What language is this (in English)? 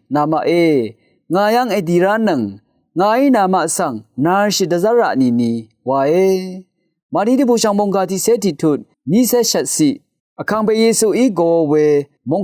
Rawang